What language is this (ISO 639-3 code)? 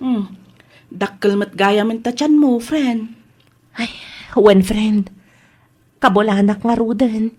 ilo